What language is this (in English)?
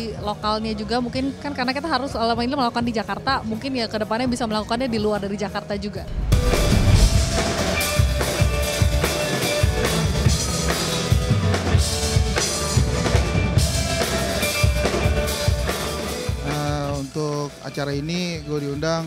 Indonesian